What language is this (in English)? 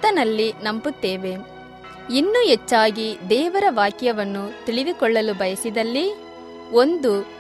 Kannada